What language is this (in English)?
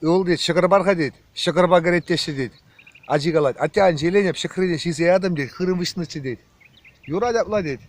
Chuvash